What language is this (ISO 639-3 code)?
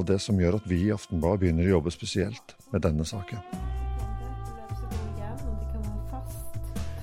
nor